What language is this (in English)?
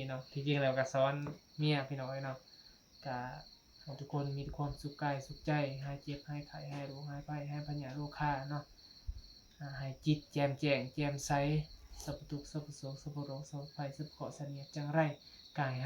Northeastern Thai